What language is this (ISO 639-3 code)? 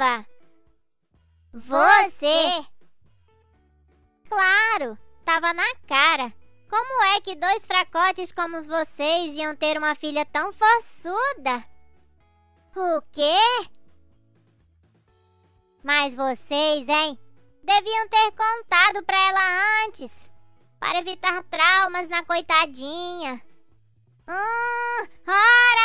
por